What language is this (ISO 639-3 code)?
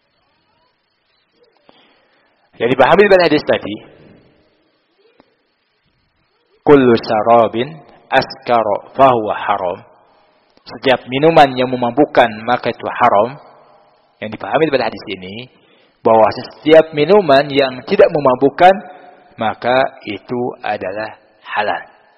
ind